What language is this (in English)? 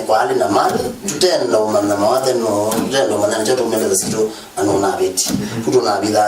Kamba